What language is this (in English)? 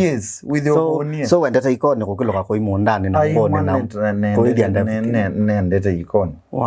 Kamba